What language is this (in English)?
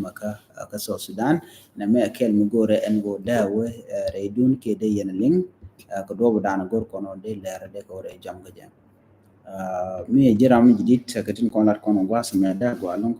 Nuer